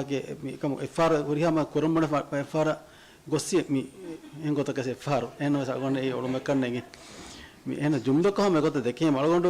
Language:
Divehi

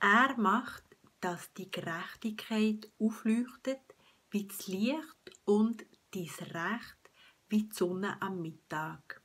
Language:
Swiss German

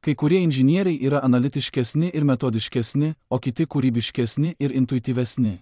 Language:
Lithuanian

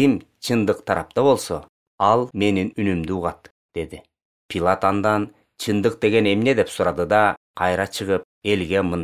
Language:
Kyrgyz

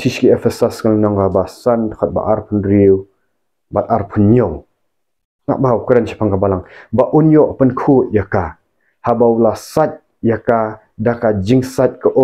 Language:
Khasi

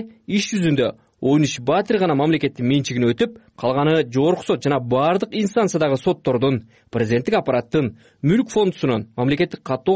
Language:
Kyrgyz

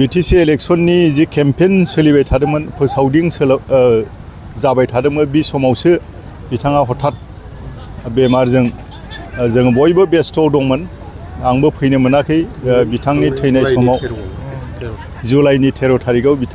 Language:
Bodo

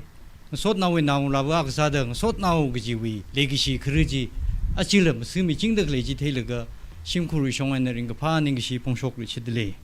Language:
Tangkhul Naga (India)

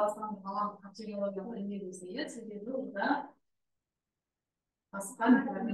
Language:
Kazakh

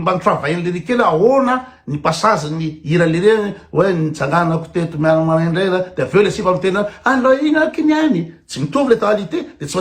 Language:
Malagasy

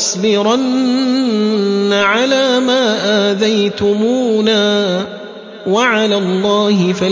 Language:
Arabic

